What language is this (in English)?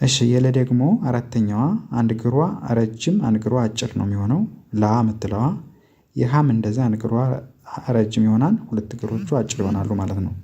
Amharic